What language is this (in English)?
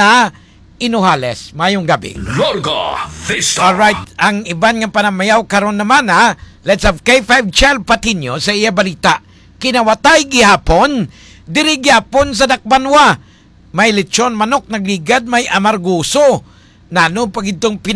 Hiligaynon